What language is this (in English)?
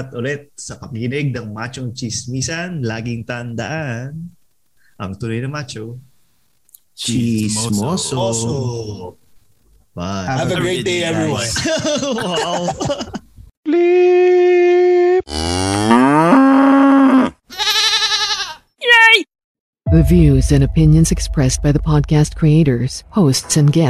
Filipino